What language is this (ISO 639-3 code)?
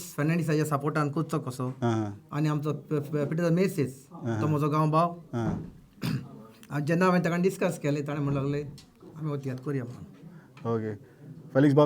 kok